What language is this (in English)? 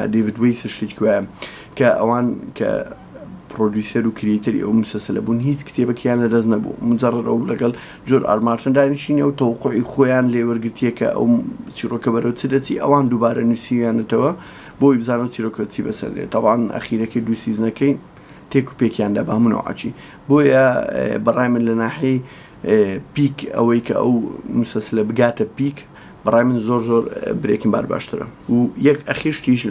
Central Kurdish